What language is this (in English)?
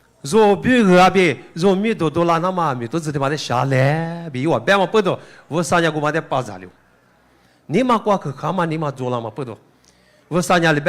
Lisu